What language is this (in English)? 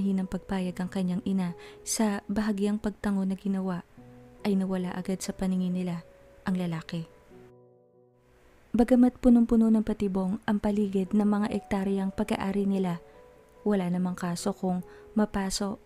Filipino